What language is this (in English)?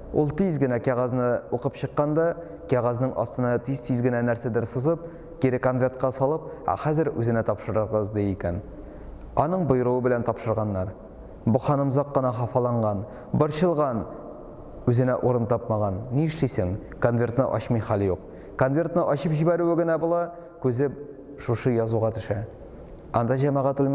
Tatar